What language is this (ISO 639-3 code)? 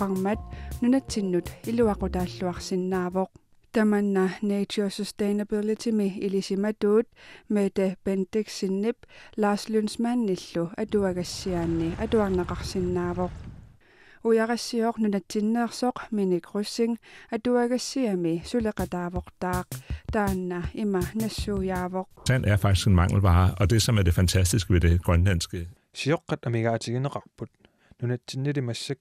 kal